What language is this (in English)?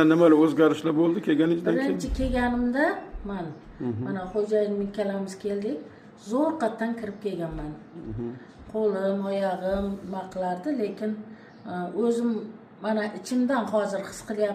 Uzbek